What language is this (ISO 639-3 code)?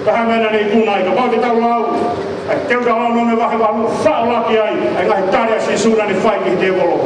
ton